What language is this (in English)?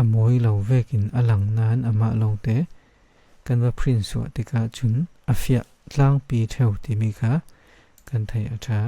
Falam Chin